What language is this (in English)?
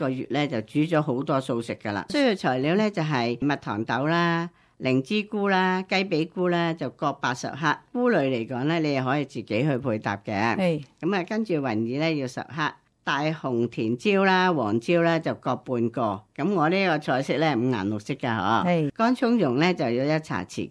Cantonese